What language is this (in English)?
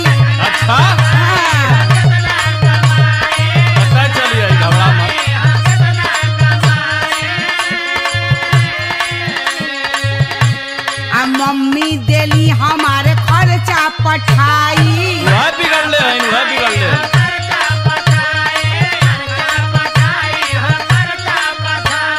Bhojpuri